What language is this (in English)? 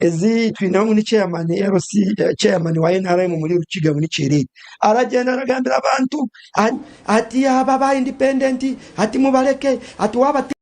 Nyankole